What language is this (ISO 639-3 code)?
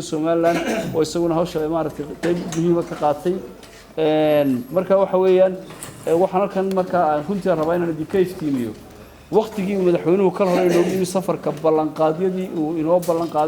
som